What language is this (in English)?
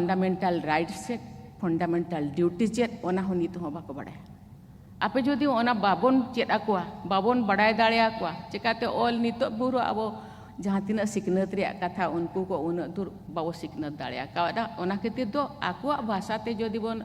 Santali